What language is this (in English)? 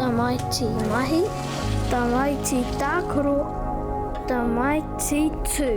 Māori